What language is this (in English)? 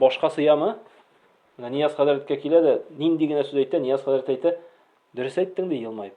Tatar